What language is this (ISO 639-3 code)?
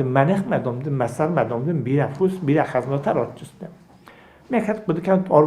oss